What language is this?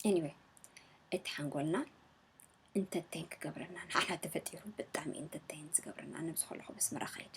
Tigrinya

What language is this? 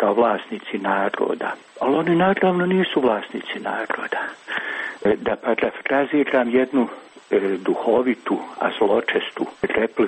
Croatian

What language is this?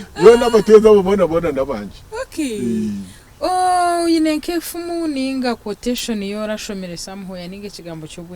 Nyankole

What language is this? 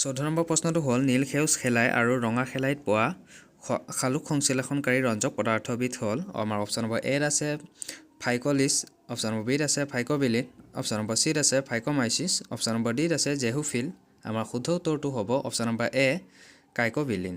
Assamese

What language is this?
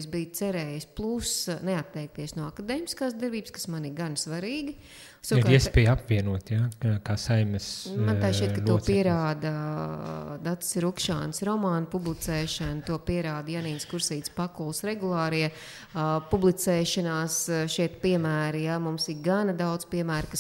Latvian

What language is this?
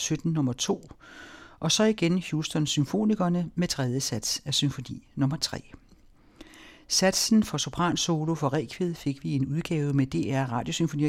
Danish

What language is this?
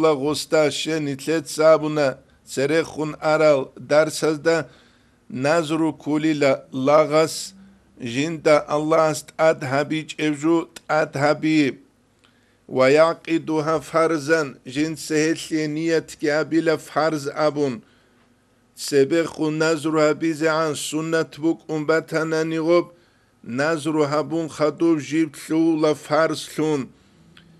Avaric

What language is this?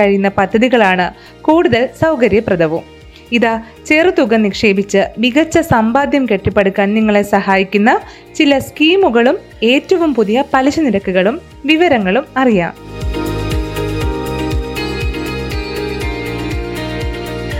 Malayalam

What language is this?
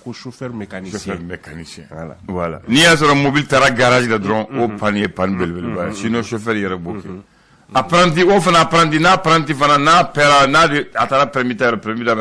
Bambara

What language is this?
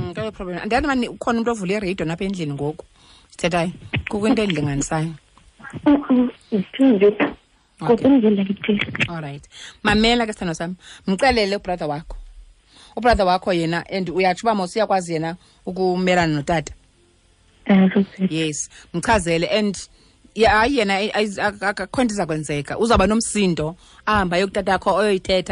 Xhosa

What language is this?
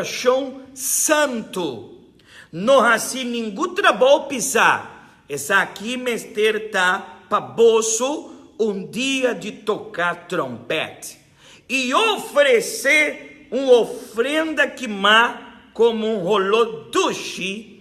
Papiamento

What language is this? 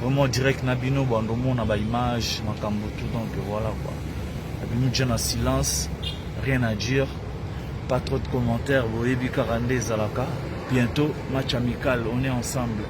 Lingala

